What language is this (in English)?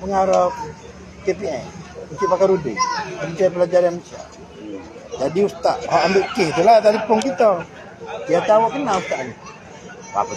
Malay